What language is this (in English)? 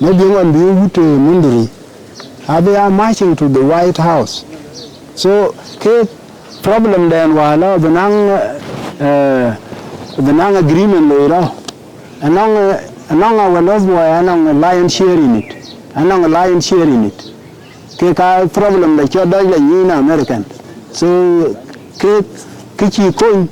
Dinka